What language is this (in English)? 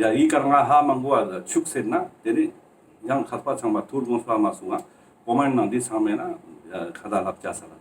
Ladakhi